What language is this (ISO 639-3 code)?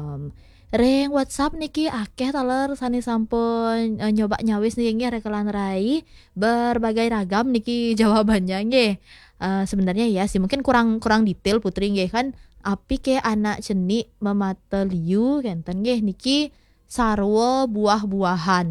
ban